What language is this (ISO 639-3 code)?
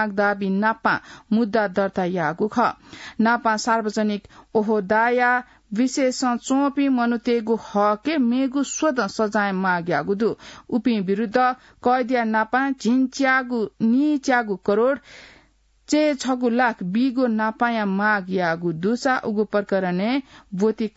new